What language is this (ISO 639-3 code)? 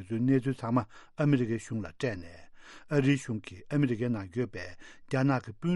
bod